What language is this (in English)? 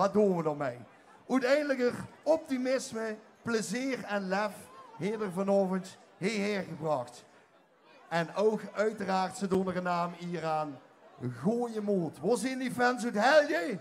Limburgish